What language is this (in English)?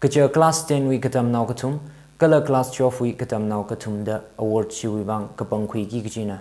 Tangkhul Naga (India)